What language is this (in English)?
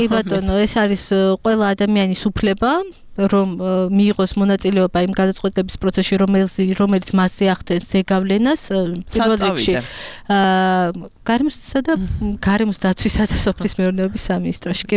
Georgian